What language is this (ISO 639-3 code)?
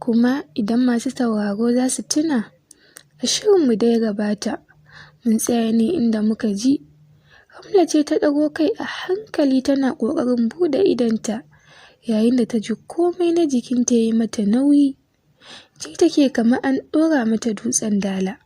hau